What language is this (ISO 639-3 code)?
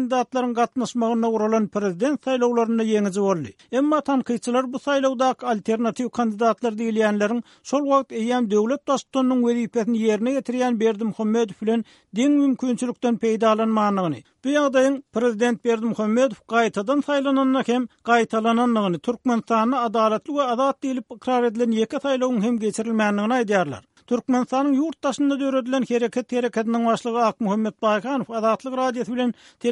tuk